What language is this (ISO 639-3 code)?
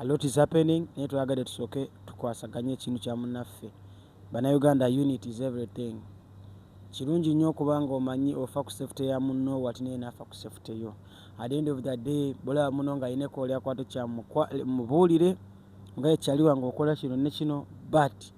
lug